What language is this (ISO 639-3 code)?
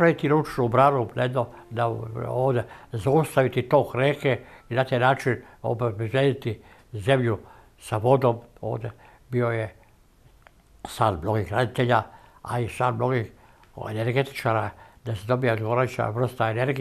srp